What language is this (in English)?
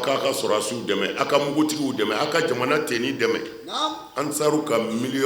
Bambara